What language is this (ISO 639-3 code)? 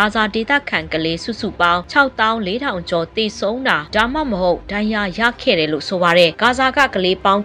mya